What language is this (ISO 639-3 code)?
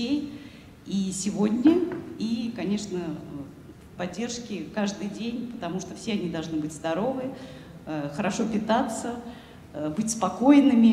rus